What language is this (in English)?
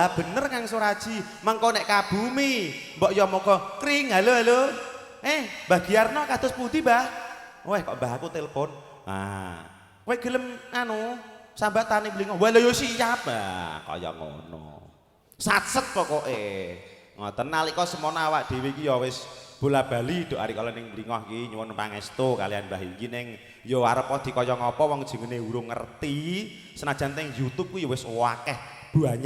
Javanese